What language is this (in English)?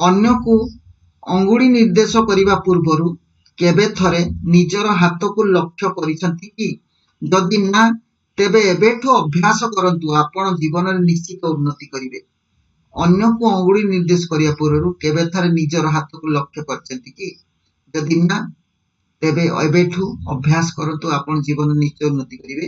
Odia